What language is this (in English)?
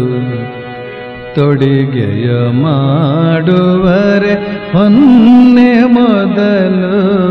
Kannada